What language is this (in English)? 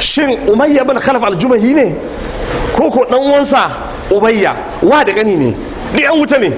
Hausa